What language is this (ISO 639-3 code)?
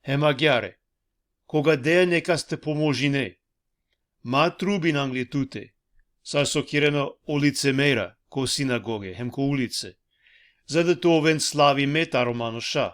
rmn